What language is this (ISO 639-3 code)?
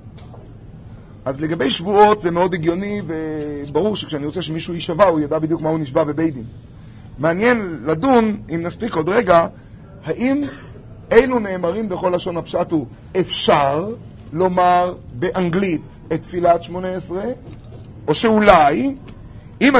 heb